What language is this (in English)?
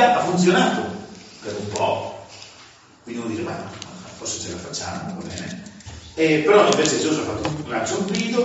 Italian